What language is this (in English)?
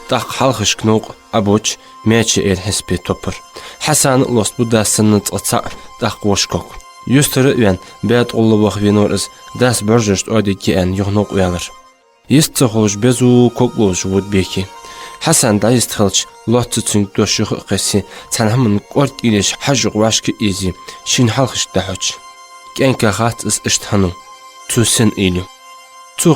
Ingush